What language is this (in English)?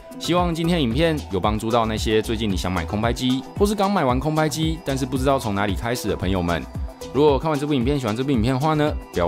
Chinese